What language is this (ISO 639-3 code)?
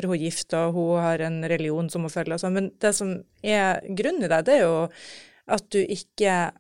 nor